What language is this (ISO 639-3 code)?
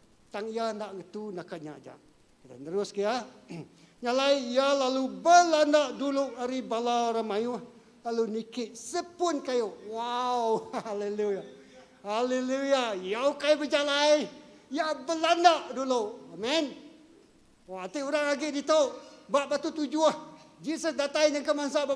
iba